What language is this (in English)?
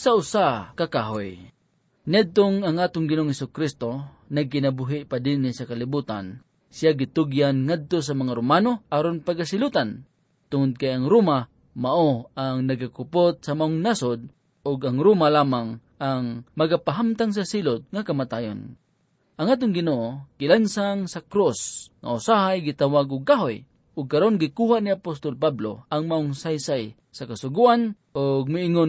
Cebuano